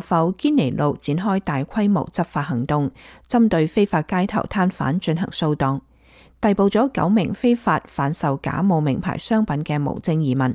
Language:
Cantonese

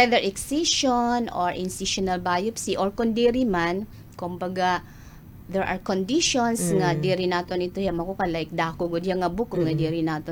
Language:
Waray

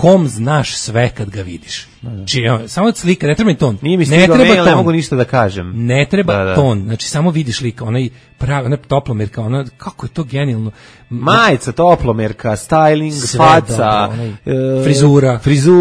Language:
Serbian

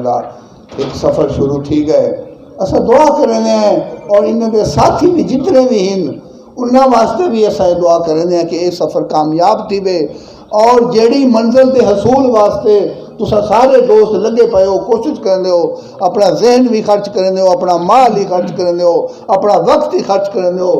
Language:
Saraiki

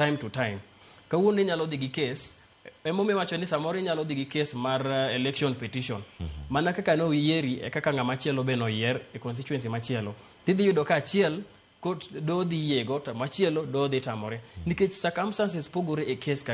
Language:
Luo (Kenya and Tanzania)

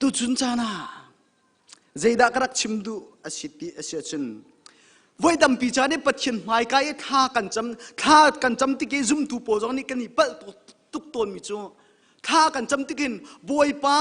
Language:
Hakha Chin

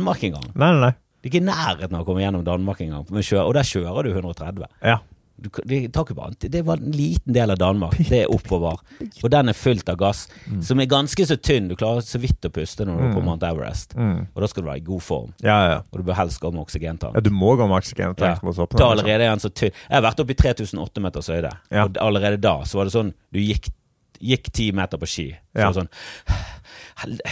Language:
Norwegian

